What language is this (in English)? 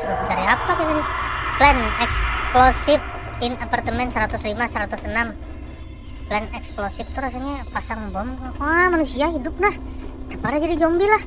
Banjar